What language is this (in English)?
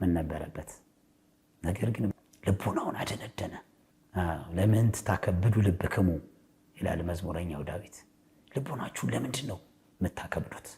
Amharic